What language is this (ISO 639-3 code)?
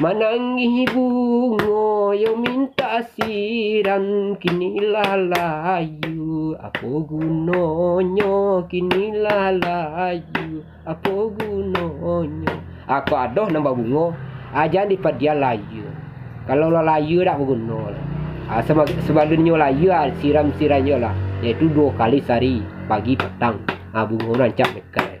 min